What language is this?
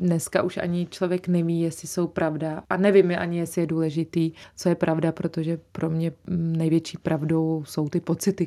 Czech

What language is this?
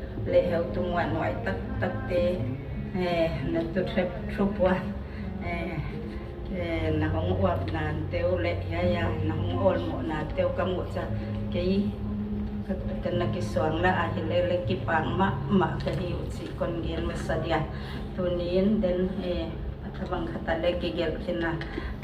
Tedim Chin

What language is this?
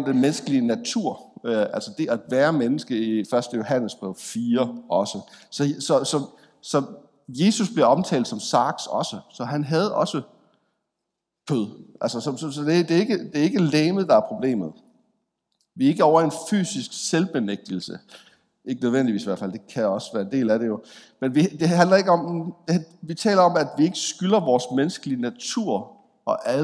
Danish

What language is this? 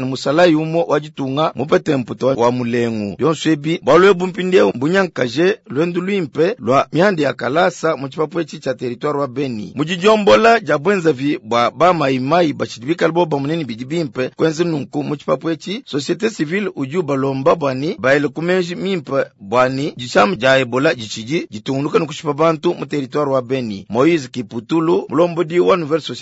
Luba-Lulua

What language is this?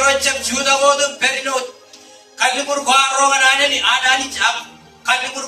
Marshallese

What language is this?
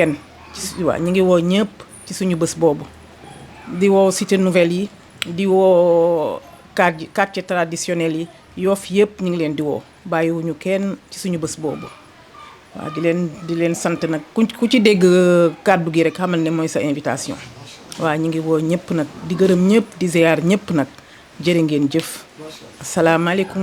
Wolof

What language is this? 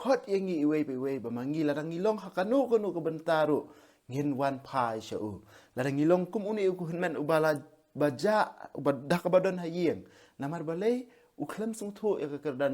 Khasi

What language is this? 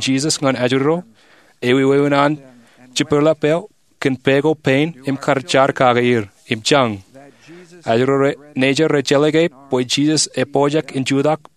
Marshallese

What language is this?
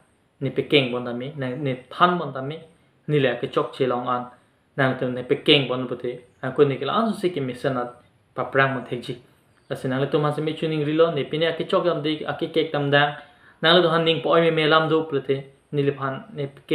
Karbi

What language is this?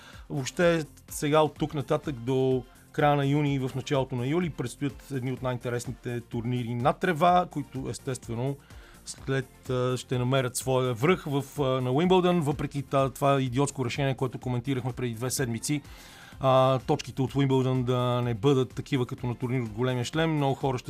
Bulgarian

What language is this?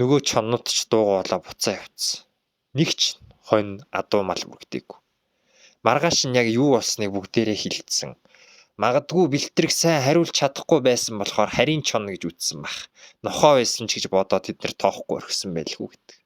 Mongolian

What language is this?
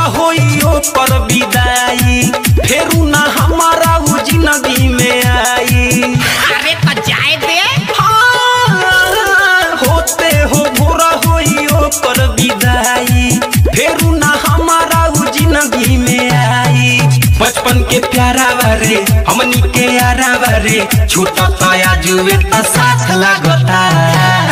Bhojpuri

